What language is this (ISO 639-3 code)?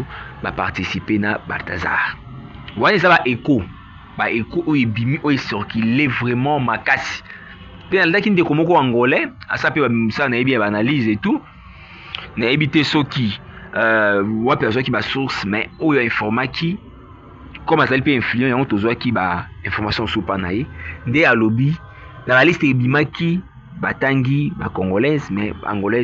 lin